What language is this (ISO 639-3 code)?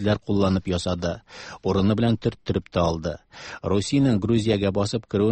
tat